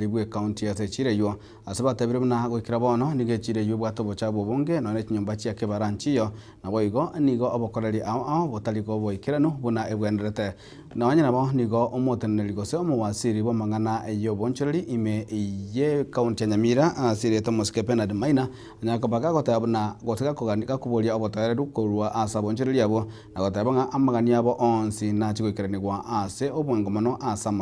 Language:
Gusii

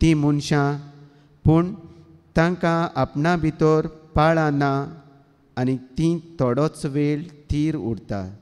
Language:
Konkani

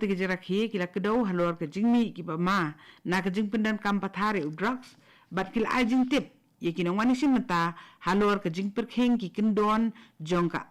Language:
Khasi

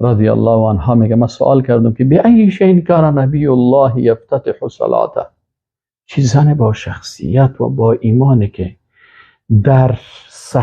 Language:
Persian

